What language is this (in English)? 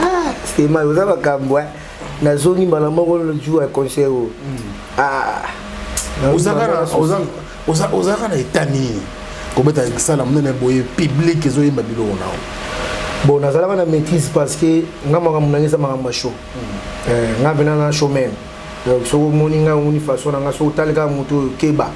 Lingala